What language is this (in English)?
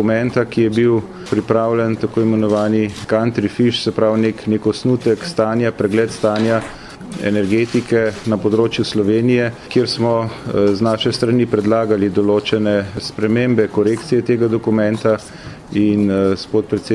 Slovenian